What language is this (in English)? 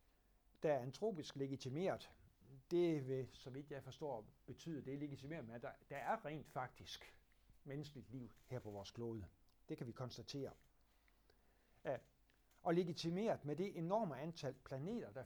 Danish